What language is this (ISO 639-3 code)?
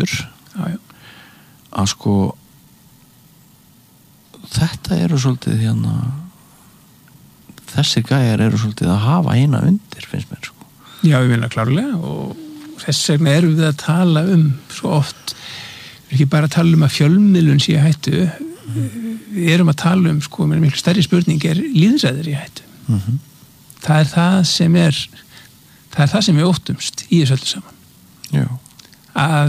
isl